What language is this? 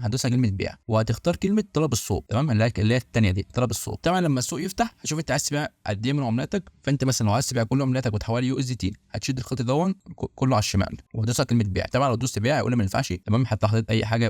Egyptian Arabic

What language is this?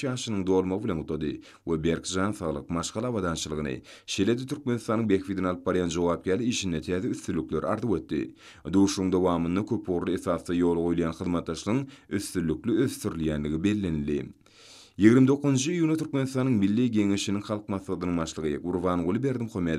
Turkmen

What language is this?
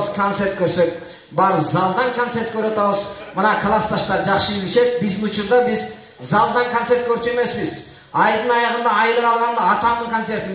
Kyrgyz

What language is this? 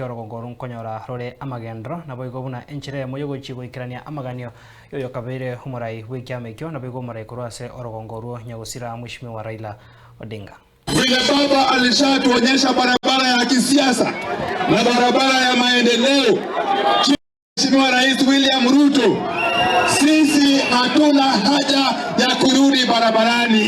Gusii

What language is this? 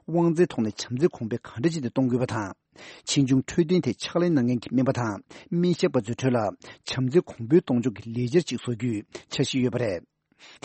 Tibetan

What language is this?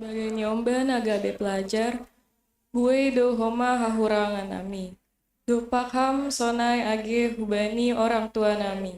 Batak Simalungun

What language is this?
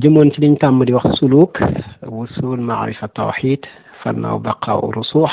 Wolof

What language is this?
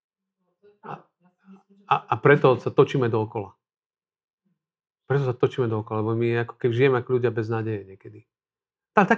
Slovak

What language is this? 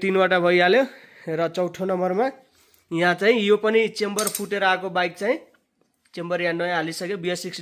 Nepali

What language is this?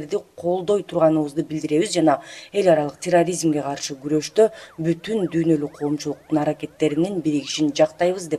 Kyrgyz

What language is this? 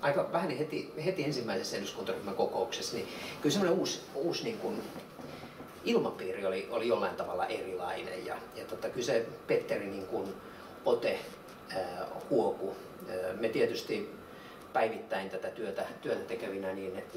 Finnish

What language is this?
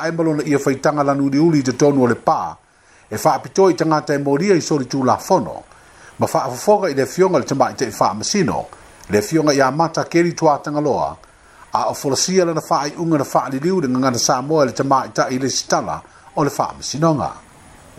Samoan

